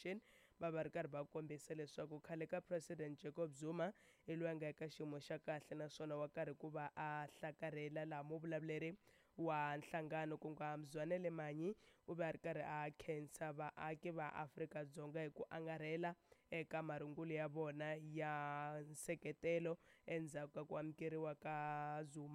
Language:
Tsonga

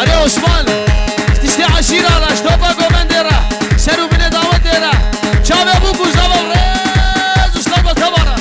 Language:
Kurdish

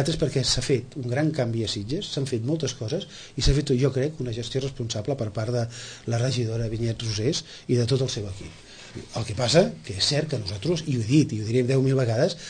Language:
Catalan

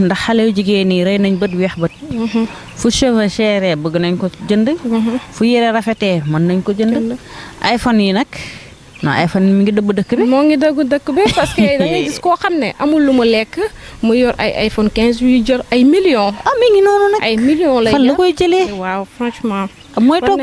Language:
Wolof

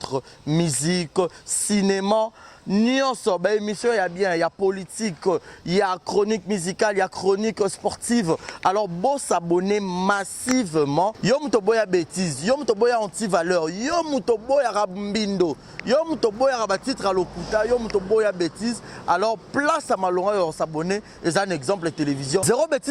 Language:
Lingala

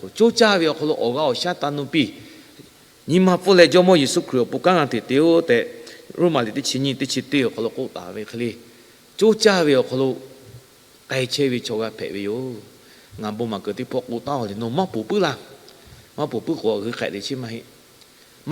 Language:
Lahu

